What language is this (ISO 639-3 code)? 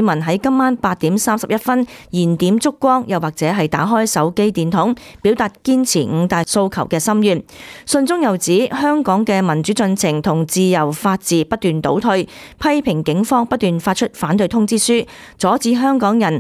yue